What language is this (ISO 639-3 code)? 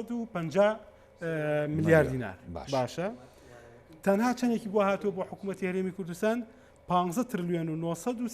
ckb